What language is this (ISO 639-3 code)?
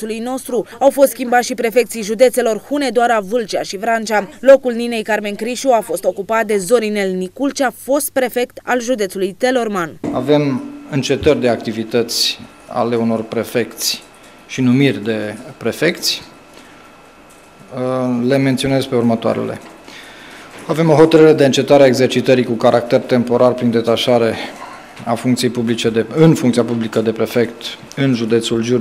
ron